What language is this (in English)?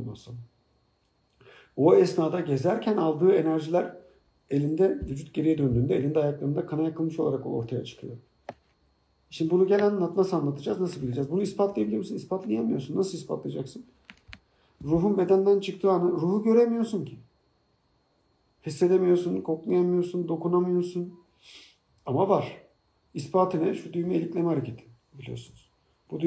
Turkish